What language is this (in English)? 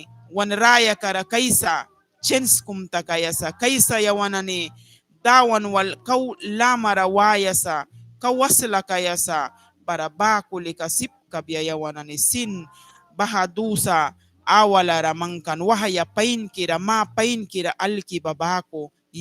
Mískito